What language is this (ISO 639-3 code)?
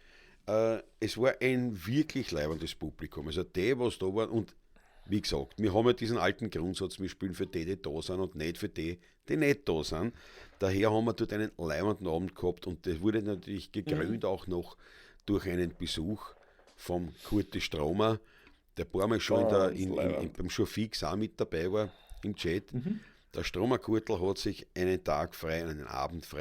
bar